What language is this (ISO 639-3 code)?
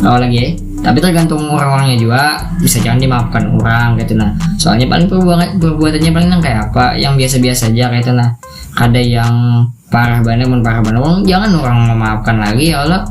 bjn